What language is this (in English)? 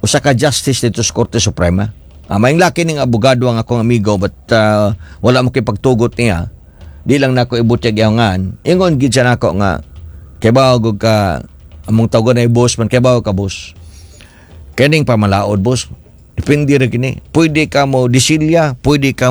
Cebuano